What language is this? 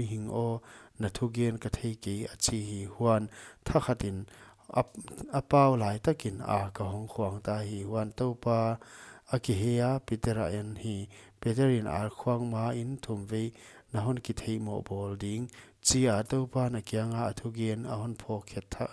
Paite Chin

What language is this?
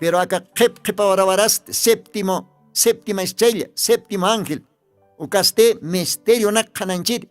Aymara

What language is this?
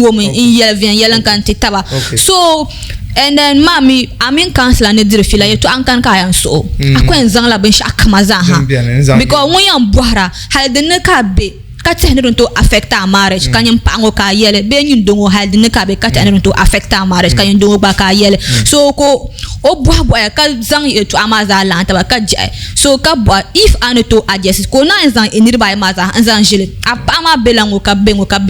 Dagbani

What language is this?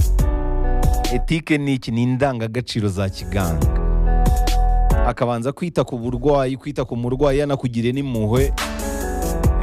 Kinyarwanda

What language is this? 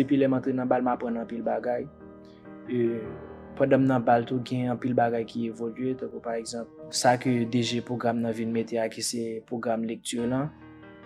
Haitian Creole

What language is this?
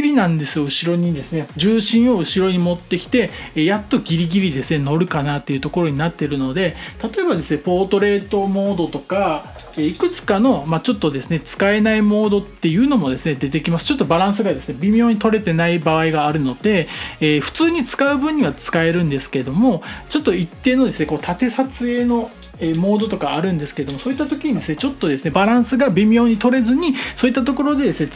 Japanese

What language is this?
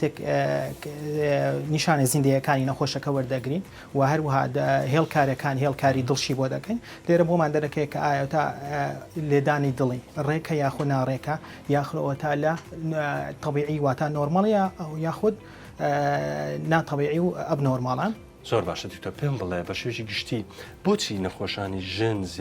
Central Kurdish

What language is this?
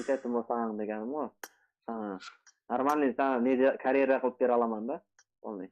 Kara-Kalpak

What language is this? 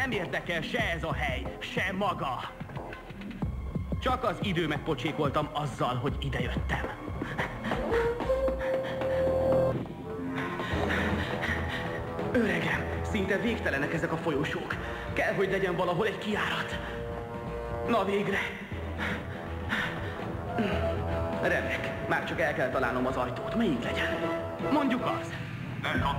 Hungarian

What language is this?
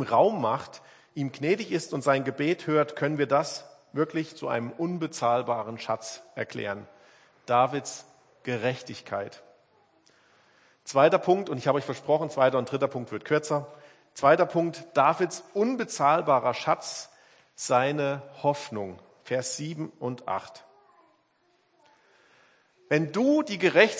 German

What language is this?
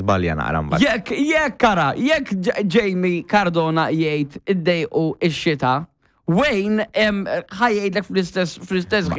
Maltese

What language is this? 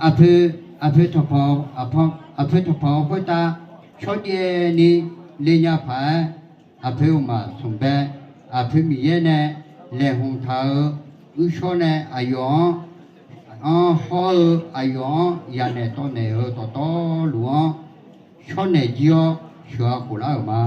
Akha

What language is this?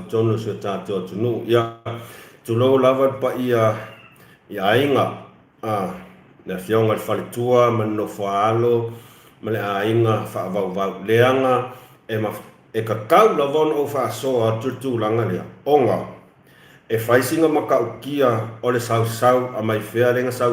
Samoan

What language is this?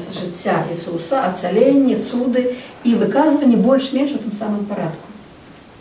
Belarusian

